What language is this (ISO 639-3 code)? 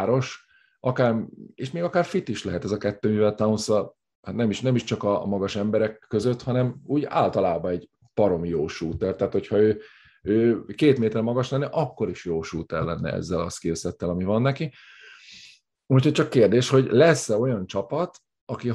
hun